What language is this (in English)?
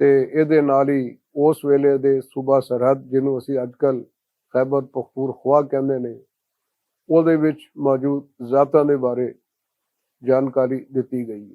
Western Panjabi